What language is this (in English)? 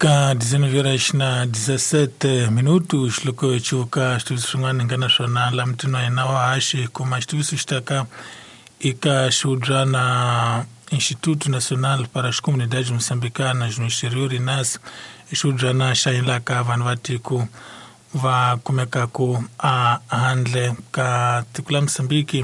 Tsonga